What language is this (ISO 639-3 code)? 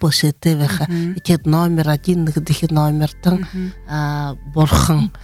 bua